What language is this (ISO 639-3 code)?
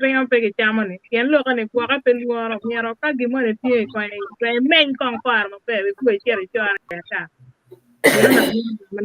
ach